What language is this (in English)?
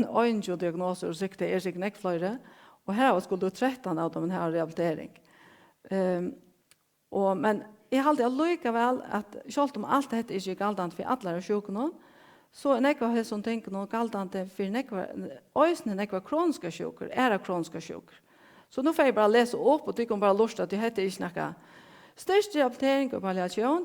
Faroese